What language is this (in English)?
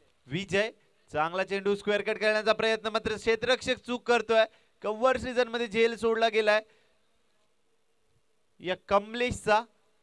Marathi